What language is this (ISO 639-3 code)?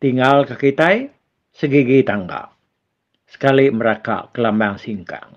iba